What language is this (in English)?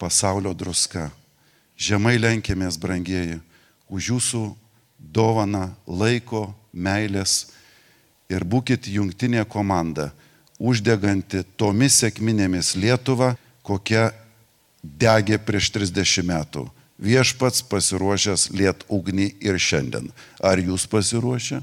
Lithuanian